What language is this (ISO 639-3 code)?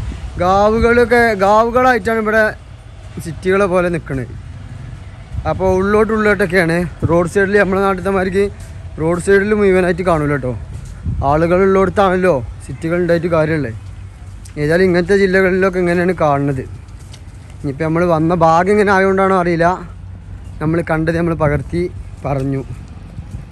mal